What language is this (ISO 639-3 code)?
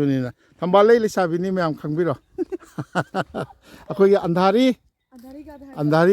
mni